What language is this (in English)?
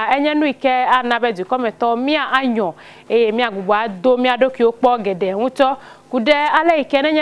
Ewe